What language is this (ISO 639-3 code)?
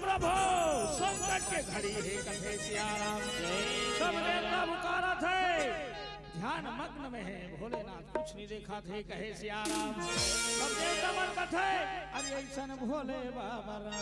hne